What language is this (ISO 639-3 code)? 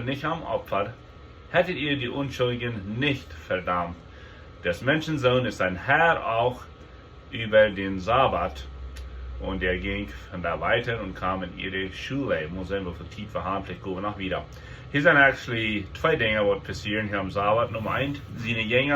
pdt